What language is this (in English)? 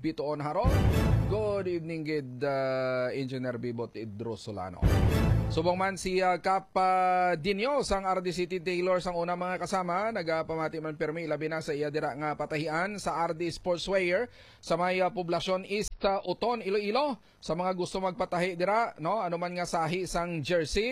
Hiligaynon